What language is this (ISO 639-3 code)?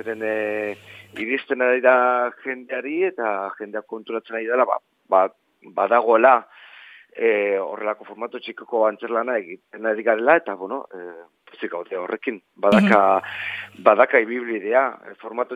eus